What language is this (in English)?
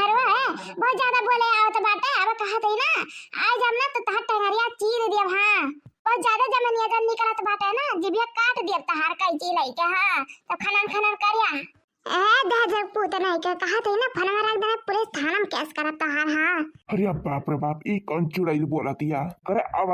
Awadhi